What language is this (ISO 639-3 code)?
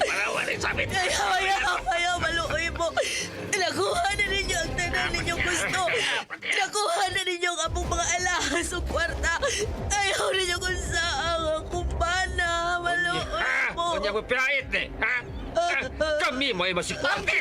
ceb